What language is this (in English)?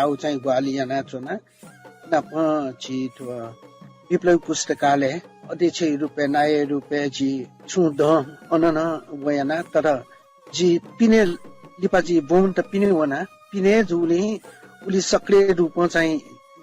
Newari